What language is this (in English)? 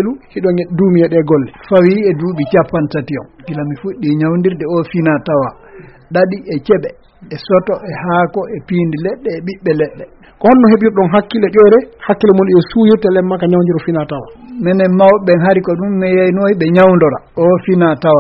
Fula